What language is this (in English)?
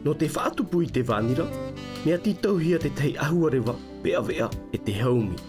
Tahitian